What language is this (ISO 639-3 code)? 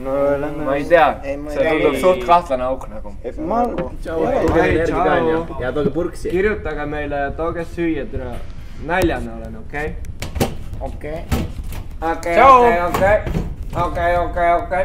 est